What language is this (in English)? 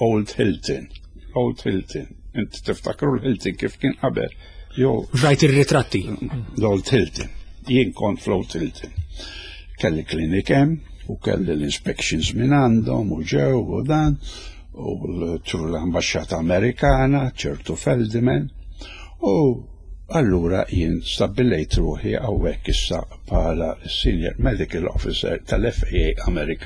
Maltese